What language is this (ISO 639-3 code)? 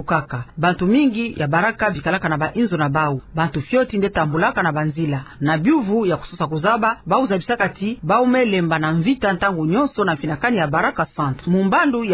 ktu